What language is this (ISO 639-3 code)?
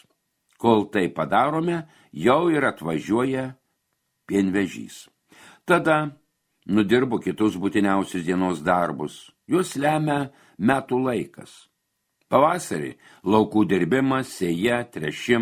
lit